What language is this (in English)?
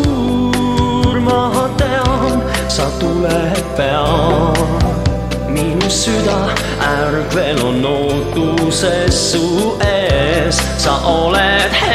Estonian